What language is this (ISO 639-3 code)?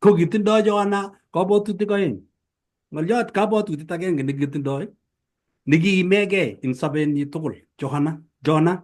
kln